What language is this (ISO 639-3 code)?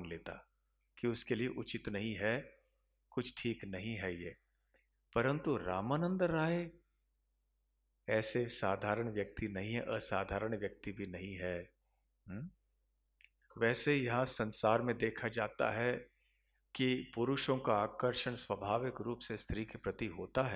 hin